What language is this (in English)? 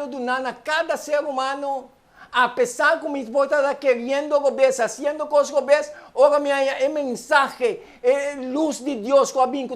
Papiamento